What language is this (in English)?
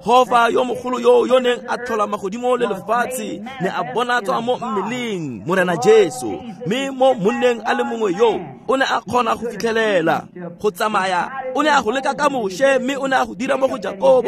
Tswana